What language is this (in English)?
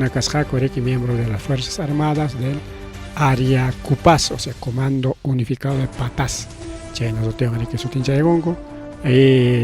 Ayacucho Quechua